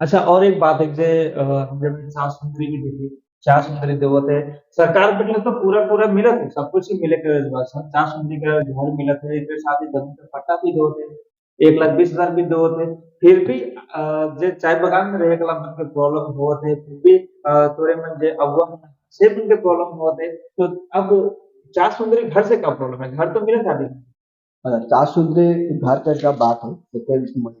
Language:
Sadri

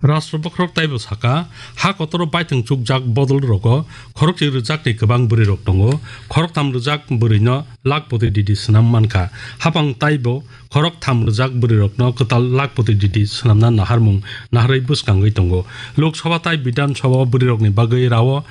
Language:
Kok Borok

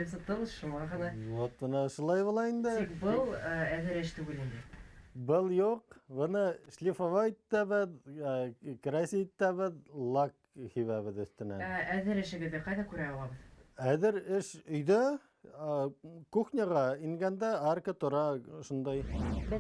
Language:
Bashkir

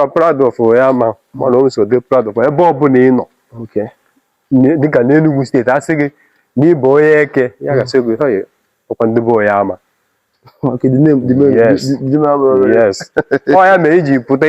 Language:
Igbo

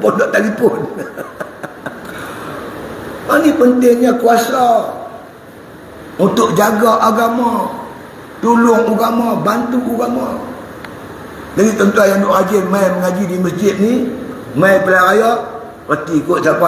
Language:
Malay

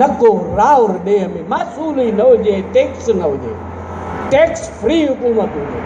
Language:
Sindhi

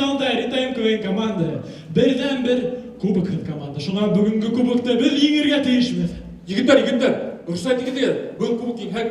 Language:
Bashkir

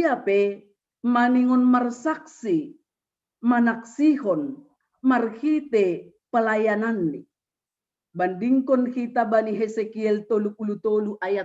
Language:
Batak Simalungun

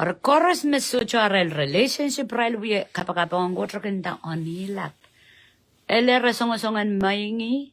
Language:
Pohnpeian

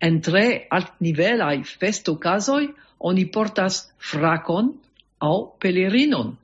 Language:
Esperanto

